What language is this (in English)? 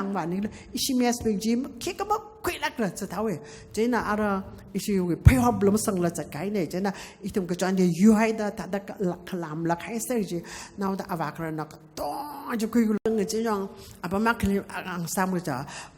Tangkhul Naga (India)